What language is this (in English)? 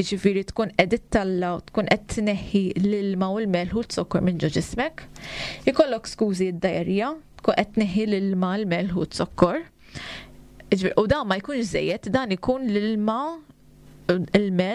Maltese